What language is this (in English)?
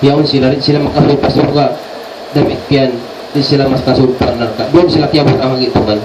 Tausug